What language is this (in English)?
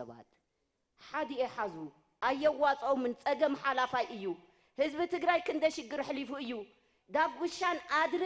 Tigrinya